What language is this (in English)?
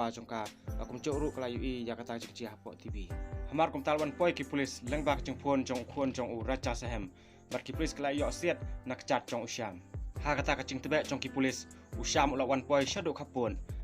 Khasi